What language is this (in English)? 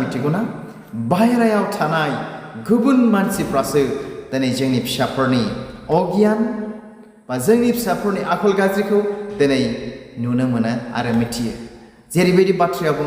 Bodo